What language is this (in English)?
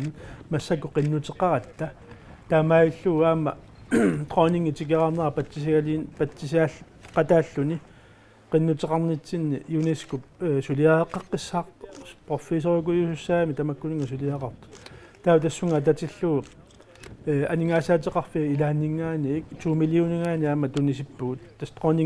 Kalaallisut